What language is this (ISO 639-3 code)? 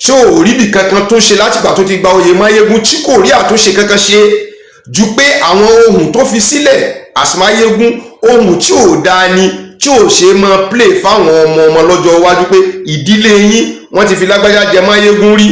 yor